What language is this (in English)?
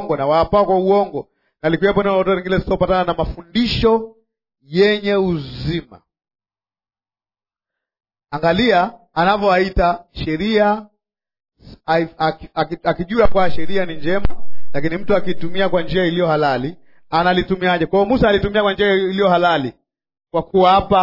Swahili